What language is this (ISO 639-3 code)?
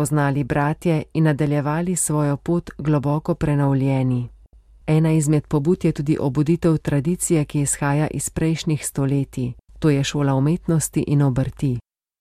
slv